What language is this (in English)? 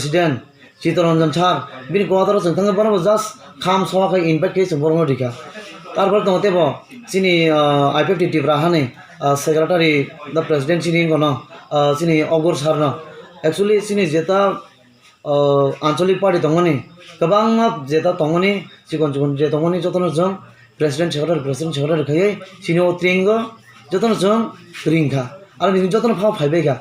Kok Borok